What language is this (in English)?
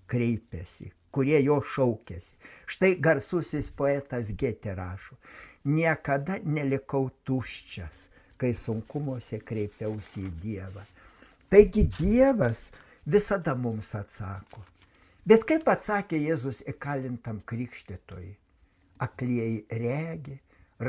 Lithuanian